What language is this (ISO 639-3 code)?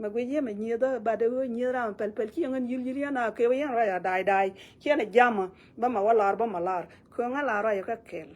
nus